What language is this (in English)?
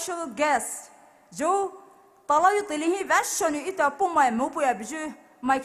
Poumei Naga